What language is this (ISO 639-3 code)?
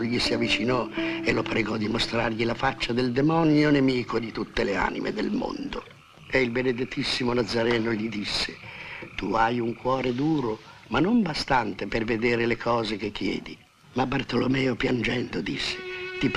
ita